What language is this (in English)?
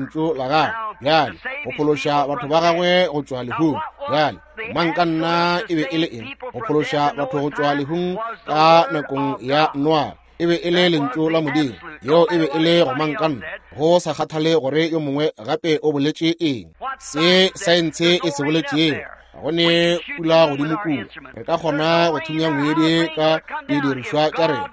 Northern Sotho